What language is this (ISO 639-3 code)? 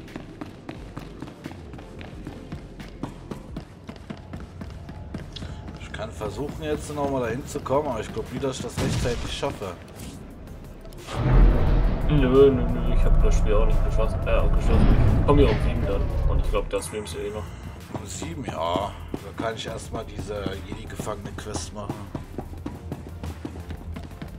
deu